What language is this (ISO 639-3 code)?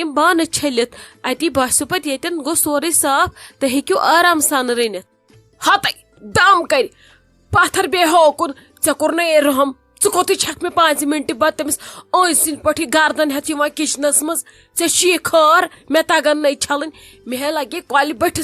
kas